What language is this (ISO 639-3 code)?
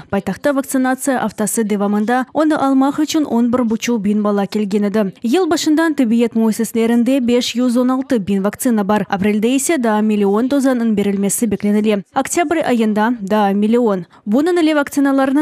crh